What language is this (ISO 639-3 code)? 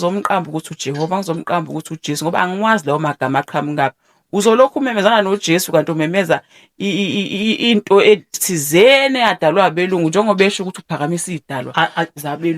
zul